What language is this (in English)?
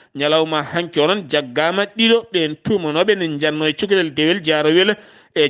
Fula